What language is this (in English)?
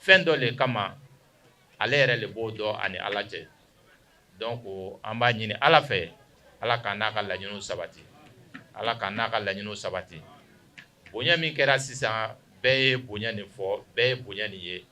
Bambara